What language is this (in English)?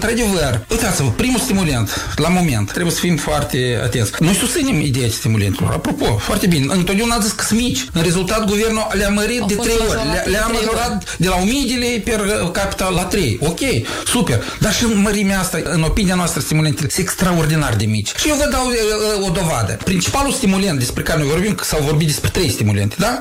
Romanian